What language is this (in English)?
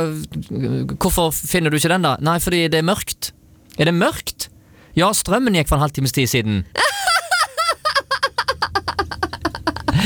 Norwegian